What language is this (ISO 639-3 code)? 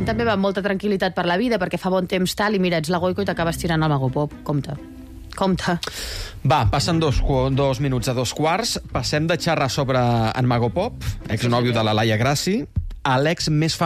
cat